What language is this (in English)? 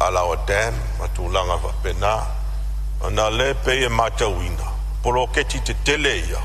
Samoan